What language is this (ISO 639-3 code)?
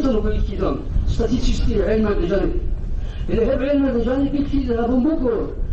ava